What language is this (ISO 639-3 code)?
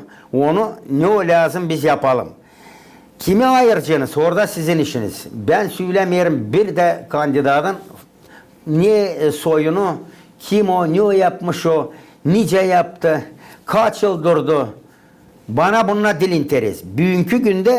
gag